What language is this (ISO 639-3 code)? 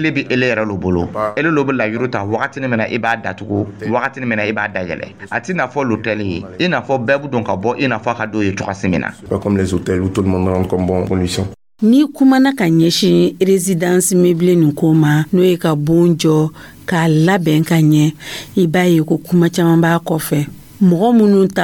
dyu